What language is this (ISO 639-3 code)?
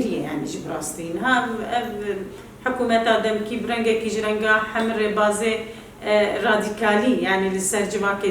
kur